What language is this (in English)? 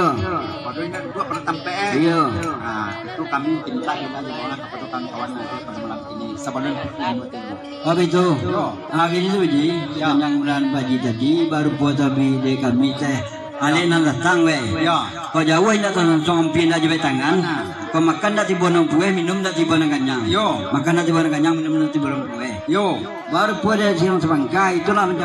Minangkabau